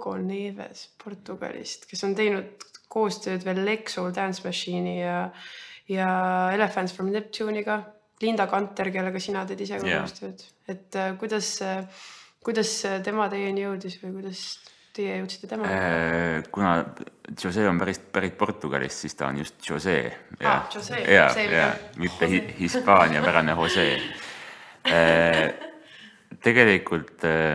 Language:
Estonian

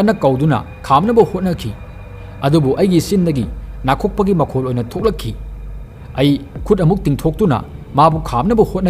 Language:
Manipuri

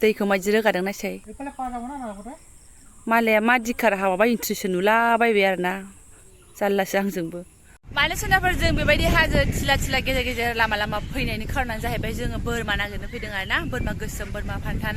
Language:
Bodo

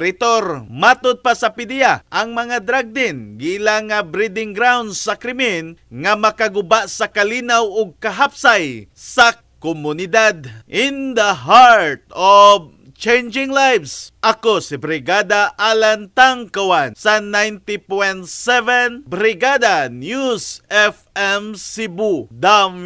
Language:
Cebuano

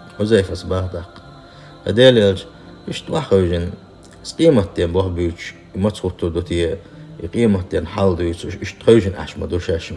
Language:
Chechen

